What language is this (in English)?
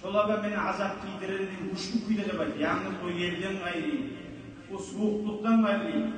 Kumyk